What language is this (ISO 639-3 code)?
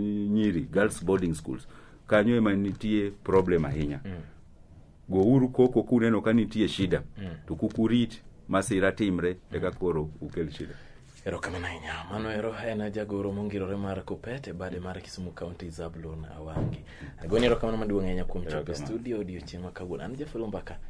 luo